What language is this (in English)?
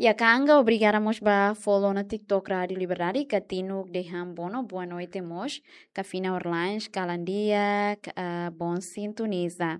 Tetum